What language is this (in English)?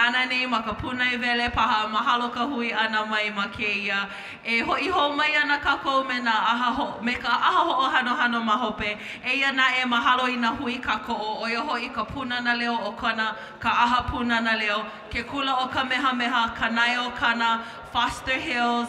Hawaiian